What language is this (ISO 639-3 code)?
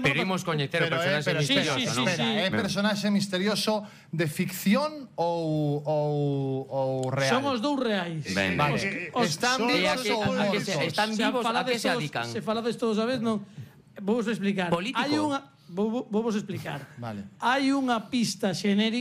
glg